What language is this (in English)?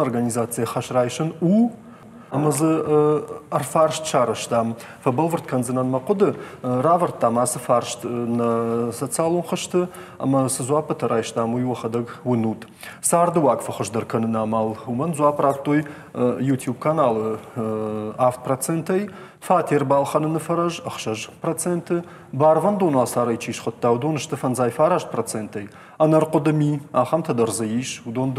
Ossetic